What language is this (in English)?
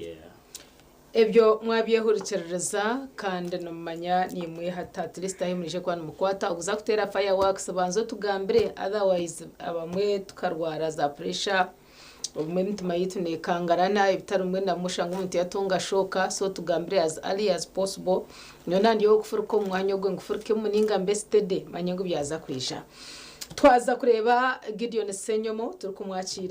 Nyankole